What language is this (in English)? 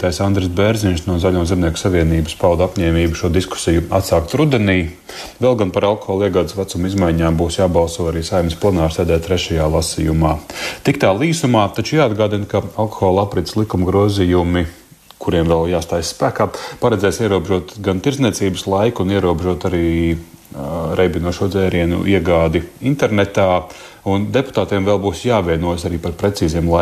Latvian